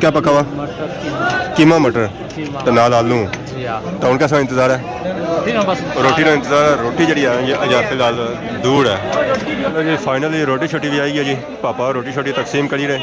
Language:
Pahari-Potwari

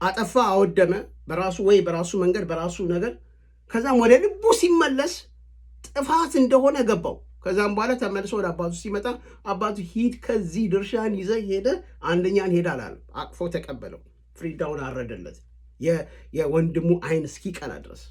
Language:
Amharic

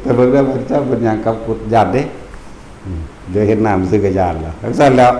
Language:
Northeastern Thai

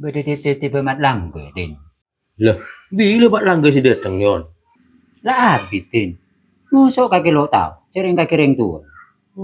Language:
Madurese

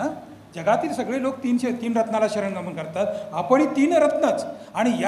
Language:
Marathi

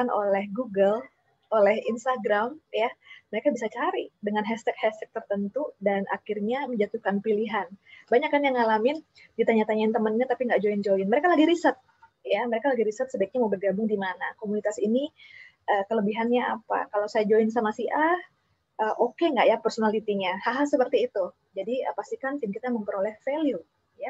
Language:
Indonesian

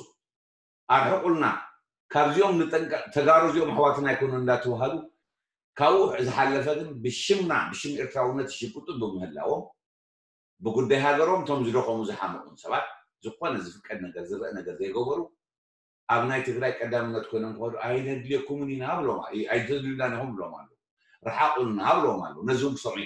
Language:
Tigrinya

